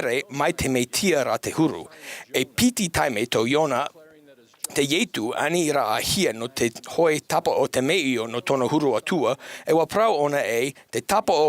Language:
Tahitian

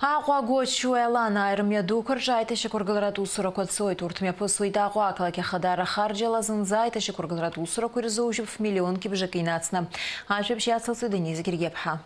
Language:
Abkhazian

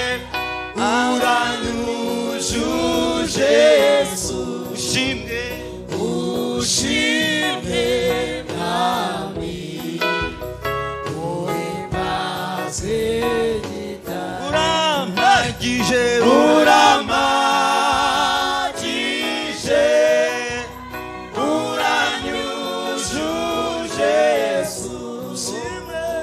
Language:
Kinyarwanda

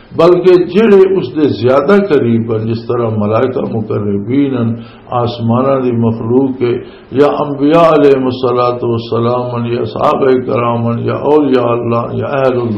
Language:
Western Panjabi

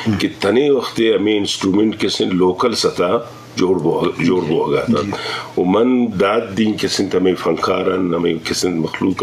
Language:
Eastern Balochi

